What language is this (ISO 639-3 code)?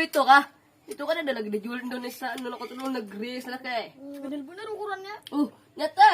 bjn